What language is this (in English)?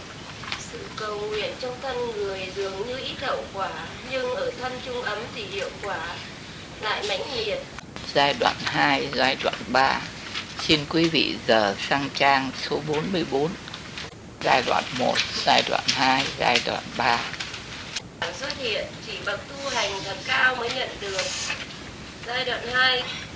Vietnamese